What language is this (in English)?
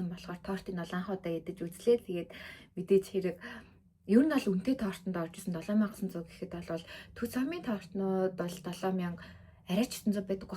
Mongolian